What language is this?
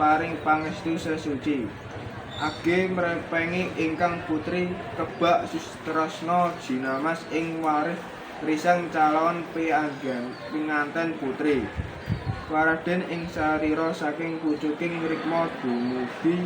Javanese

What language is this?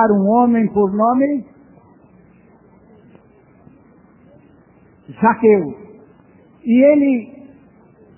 Portuguese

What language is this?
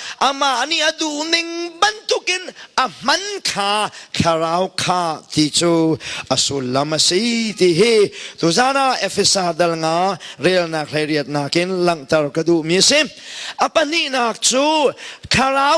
Hakha Chin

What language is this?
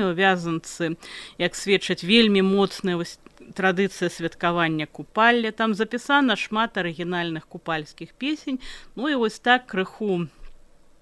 Belarusian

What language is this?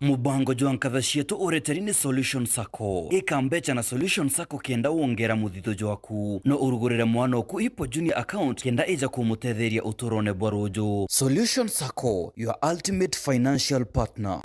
Meru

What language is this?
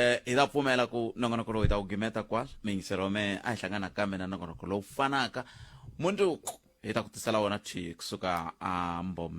Tsonga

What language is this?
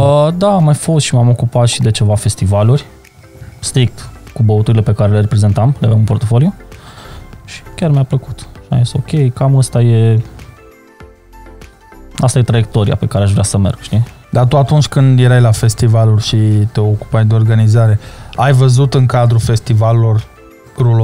Romanian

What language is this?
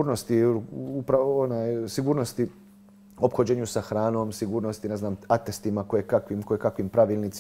Croatian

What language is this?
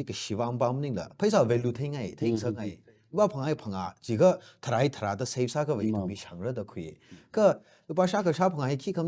Tangkhul Naga (India)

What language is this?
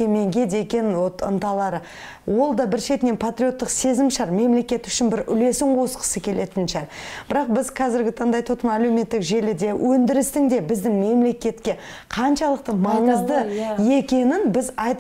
Kazakh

